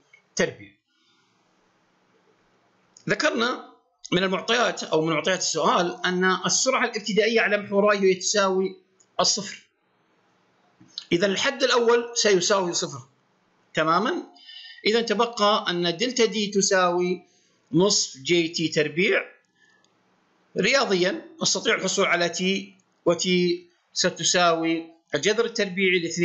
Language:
Arabic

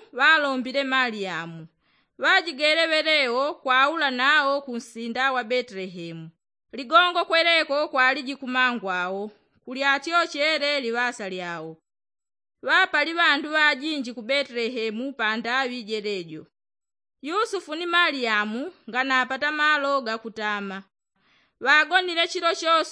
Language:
Yao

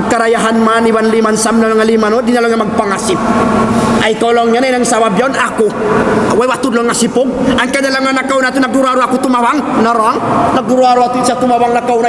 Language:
Tausug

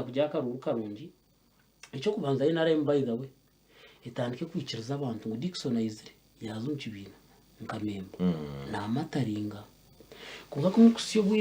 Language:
Nyankole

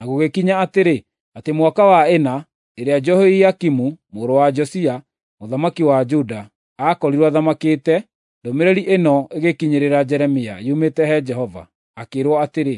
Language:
Kikuyu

